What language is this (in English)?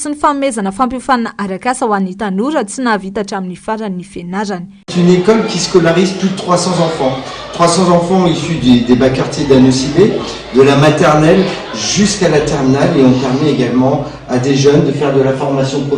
Malagasy